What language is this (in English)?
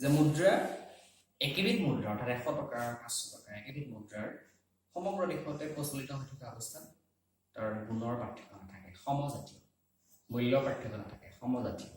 Assamese